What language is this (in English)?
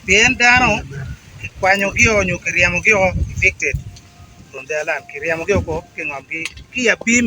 Acoli